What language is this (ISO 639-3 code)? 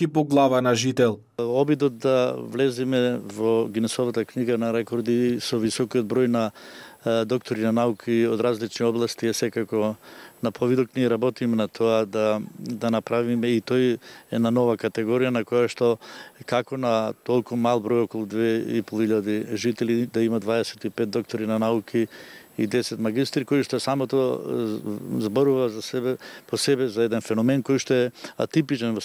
mkd